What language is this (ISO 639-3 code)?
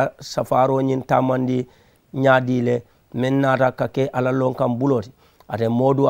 man